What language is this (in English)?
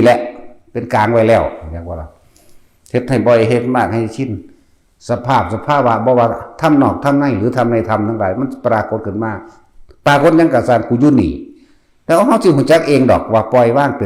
Northeastern Thai